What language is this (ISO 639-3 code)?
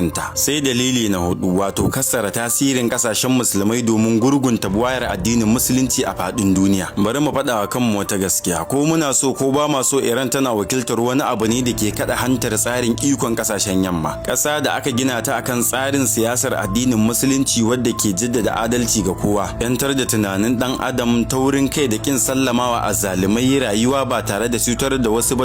hau